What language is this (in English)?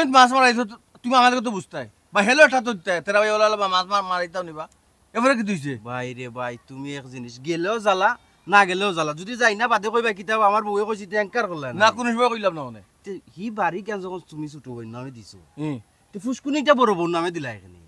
Sylheti